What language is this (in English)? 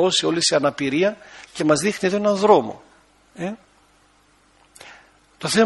Greek